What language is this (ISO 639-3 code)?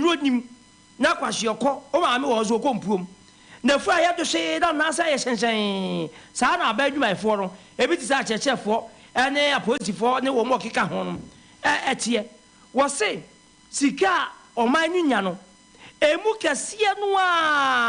aka